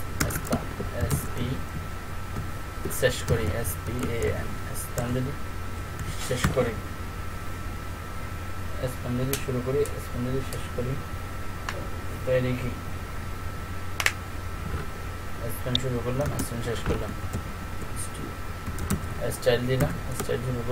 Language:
Bangla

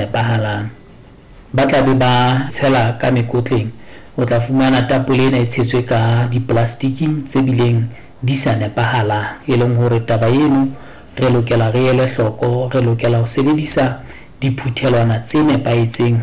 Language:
Southern Sotho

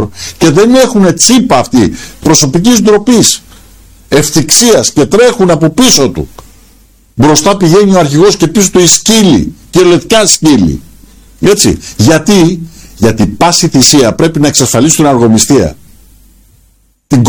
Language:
Greek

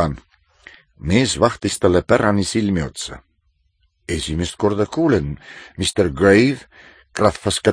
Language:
Estonian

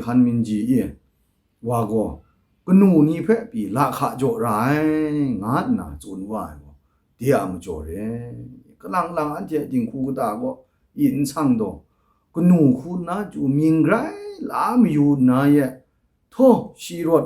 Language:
Kachin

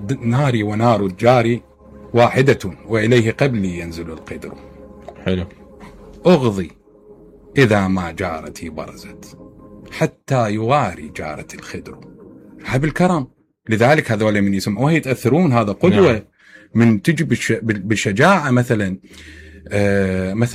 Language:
Mesopotamian Arabic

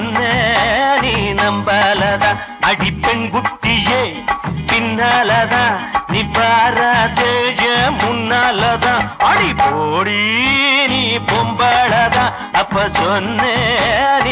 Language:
Tamil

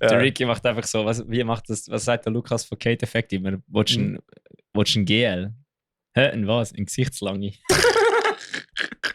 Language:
Swiss German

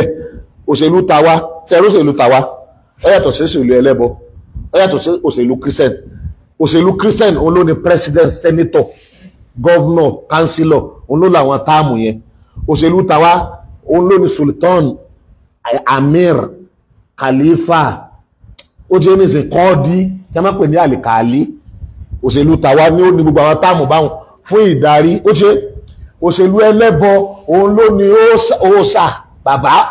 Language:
Yoruba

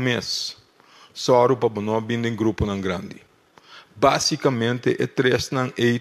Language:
Papiamento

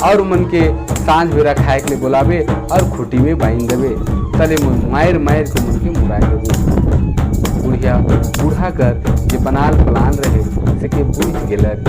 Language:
Sadri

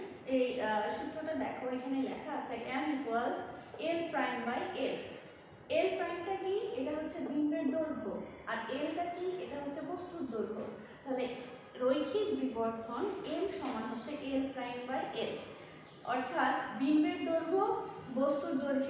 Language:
Bangla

